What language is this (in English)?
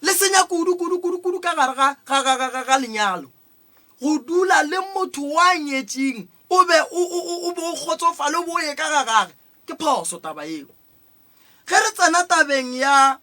Northern Sotho